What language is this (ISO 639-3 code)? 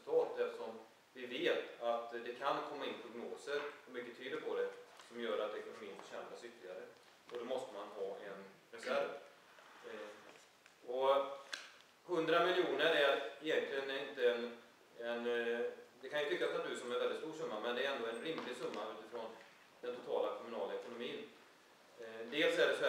swe